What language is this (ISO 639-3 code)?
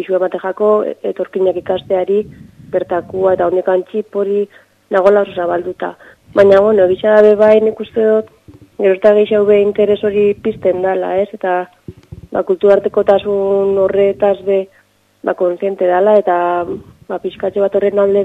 eus